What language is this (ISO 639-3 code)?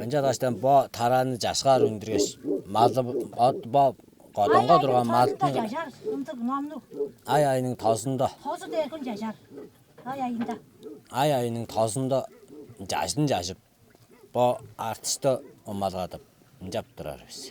tyv